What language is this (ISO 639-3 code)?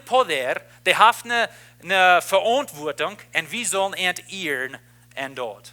pdt